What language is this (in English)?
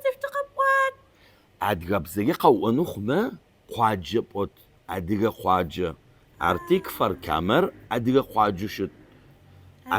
Adyghe